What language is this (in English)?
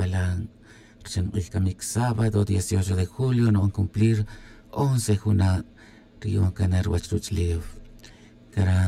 Tz'utujil